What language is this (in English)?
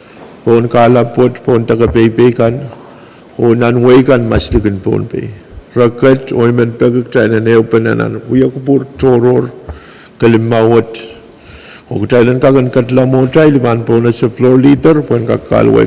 Pohnpeian